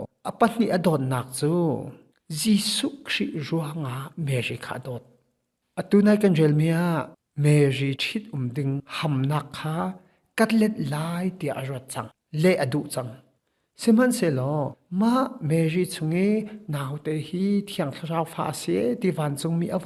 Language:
Hakha Chin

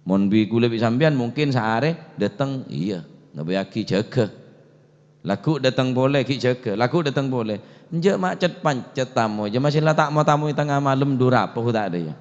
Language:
Madurese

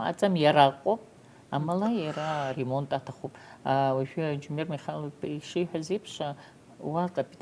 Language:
Abkhazian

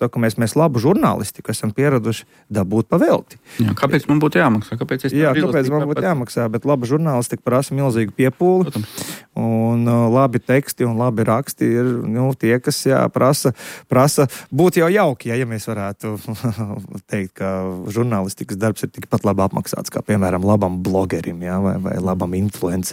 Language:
Latvian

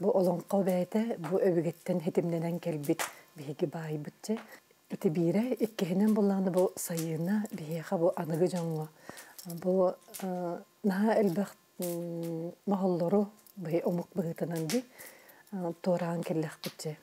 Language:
Yakut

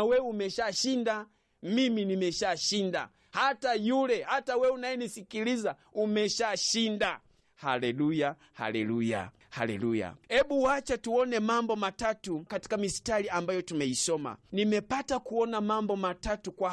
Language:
Swahili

